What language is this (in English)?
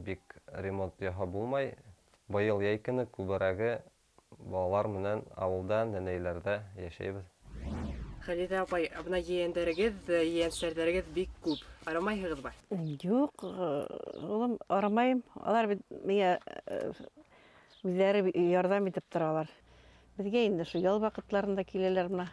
Bashkir